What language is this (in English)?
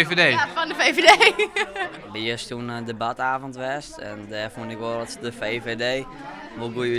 Western Frisian